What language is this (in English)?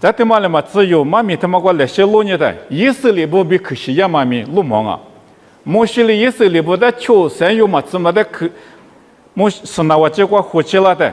Lisu